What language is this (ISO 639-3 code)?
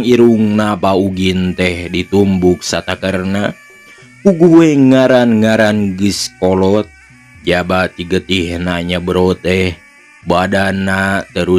sun